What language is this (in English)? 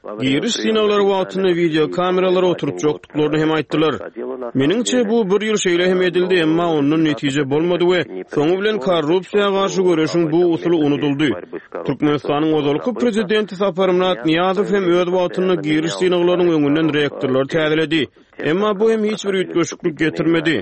Turkmen